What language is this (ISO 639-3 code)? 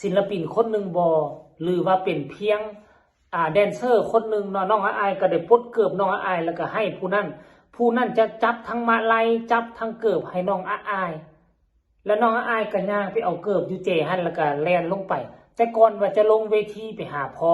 tts